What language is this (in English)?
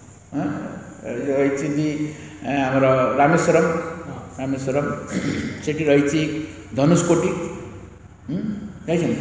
Odia